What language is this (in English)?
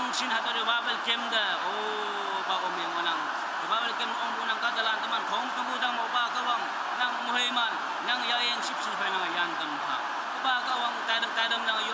Naga Pidgin